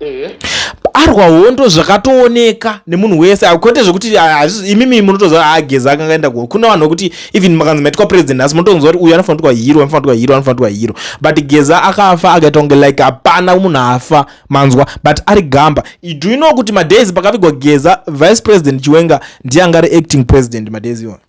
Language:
Shona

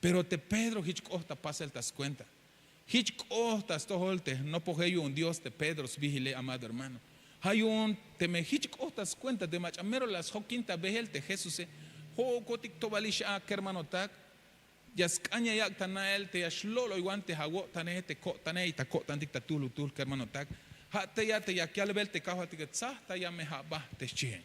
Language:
Tzeltal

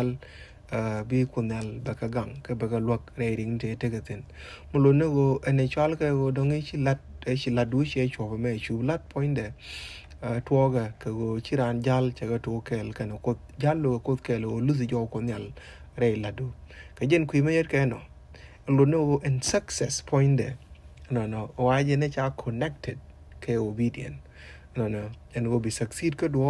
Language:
Nuer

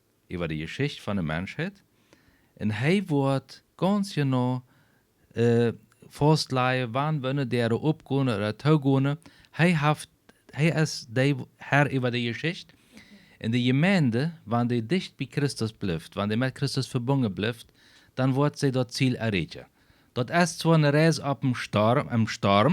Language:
Plautdietsch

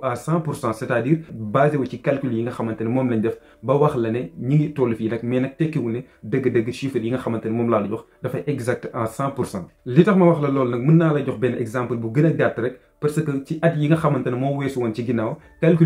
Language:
Wolof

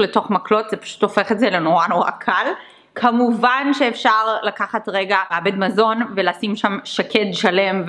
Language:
Hebrew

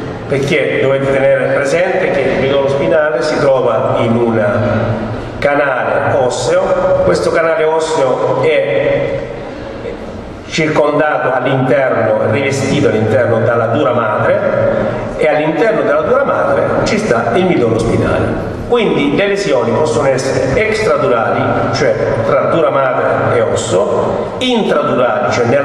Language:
Italian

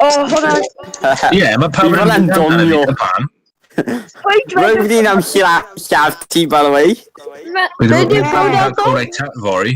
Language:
Welsh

